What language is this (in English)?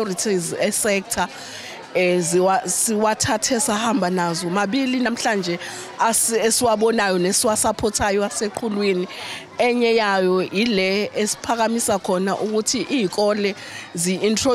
Zulu